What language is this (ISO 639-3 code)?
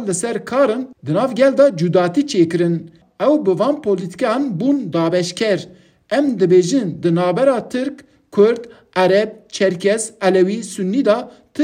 kur